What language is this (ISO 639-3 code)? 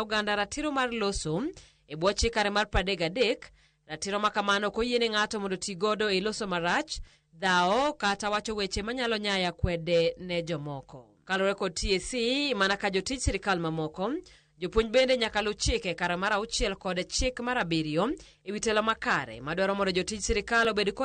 luo